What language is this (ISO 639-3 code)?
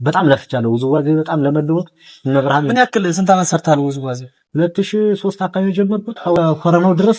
amh